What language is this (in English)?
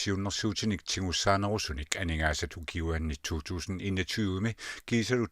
Kalaallisut